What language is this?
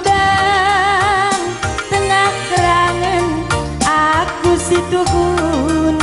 Batak Karo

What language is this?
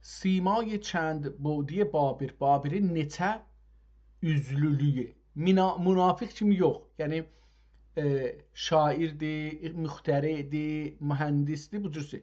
South Azerbaijani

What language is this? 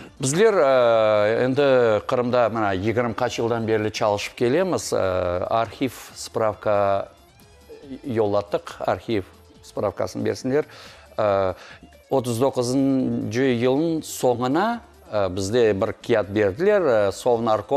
Crimean Tatar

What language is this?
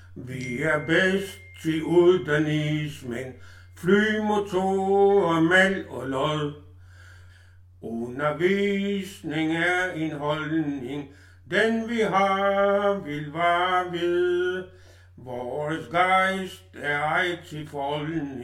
Danish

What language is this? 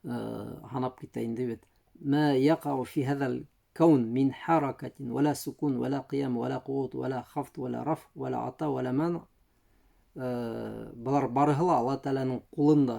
Bashkir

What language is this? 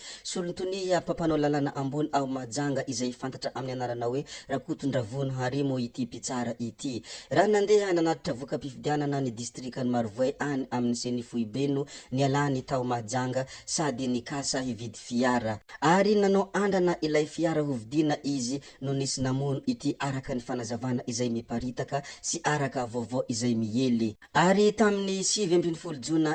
Malagasy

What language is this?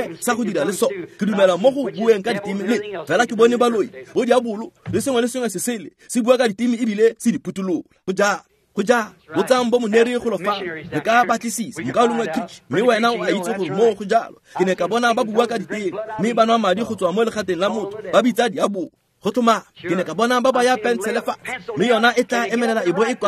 Tswana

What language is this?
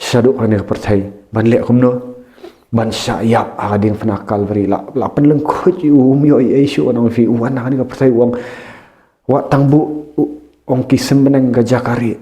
Khasi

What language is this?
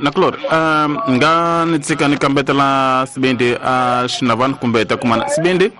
Tsonga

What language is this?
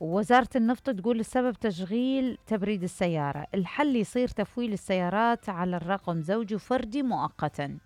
Mesopotamian Arabic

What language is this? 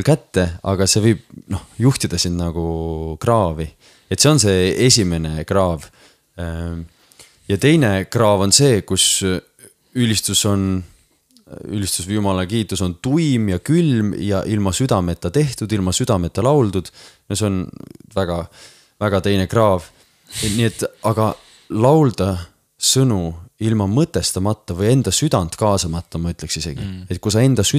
Estonian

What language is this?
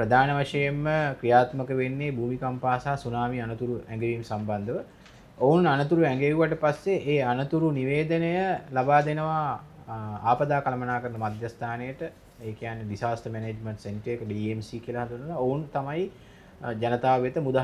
Sinhala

